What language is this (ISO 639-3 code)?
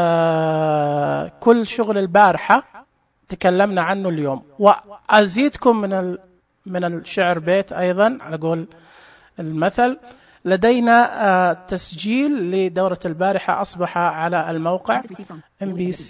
ars